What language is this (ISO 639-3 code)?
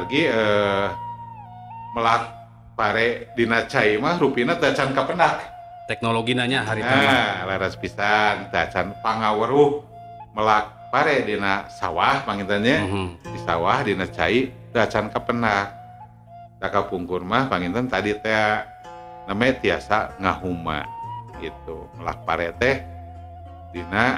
sun